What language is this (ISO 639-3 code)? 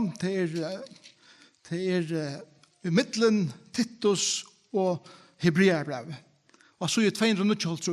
fao